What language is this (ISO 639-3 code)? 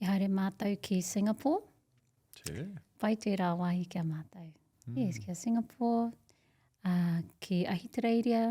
mri